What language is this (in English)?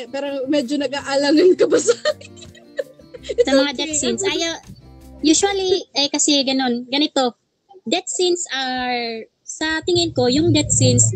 Filipino